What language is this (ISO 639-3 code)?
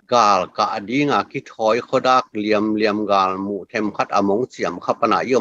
ctd